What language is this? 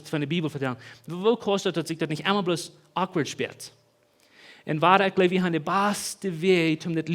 Plautdietsch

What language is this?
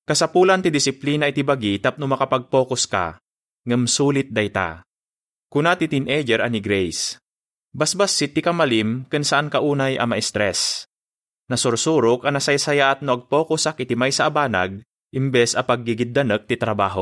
Iloko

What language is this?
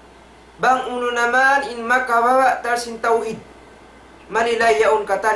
Tausug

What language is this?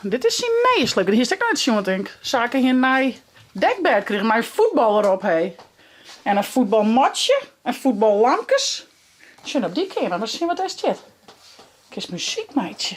Western Frisian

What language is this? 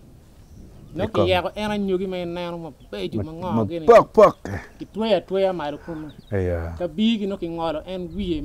Acoli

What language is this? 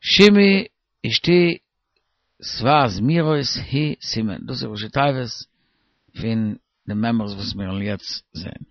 Yiddish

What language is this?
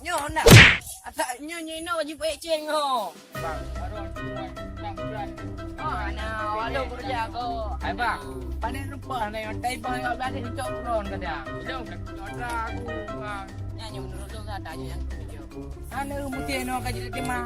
Achinese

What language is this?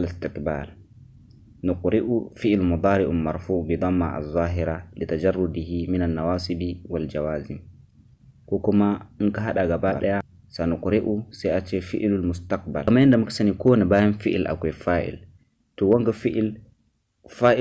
Hausa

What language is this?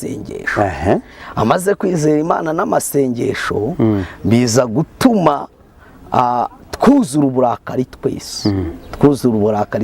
Kinyarwanda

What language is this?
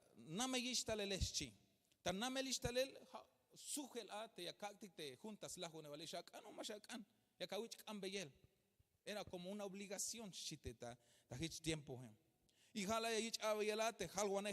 Tzeltal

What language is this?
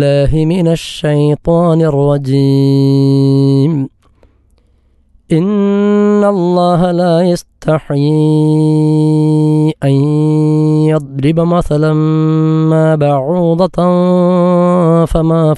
Malayalam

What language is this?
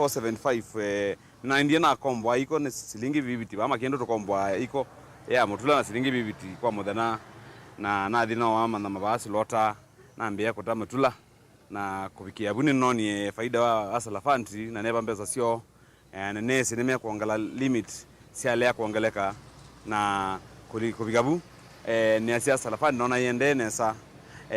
Kamba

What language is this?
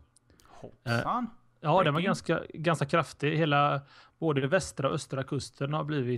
Swedish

